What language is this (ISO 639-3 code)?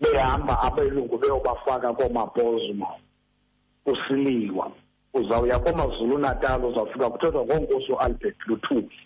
xho